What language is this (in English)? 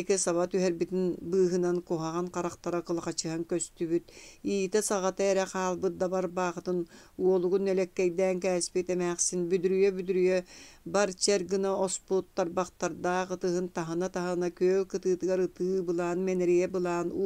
Yakut